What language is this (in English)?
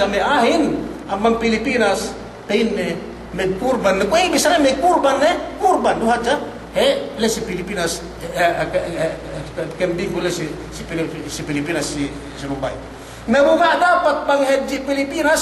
Yakan